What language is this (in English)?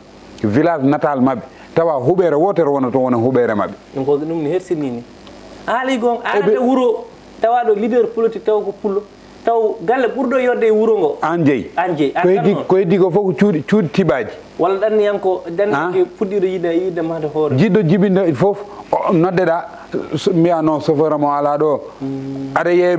Fula